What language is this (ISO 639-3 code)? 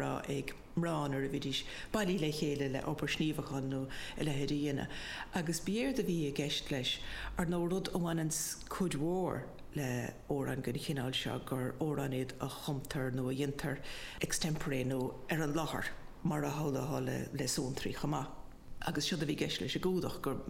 gle